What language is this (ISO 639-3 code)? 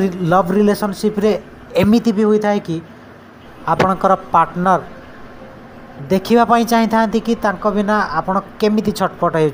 ori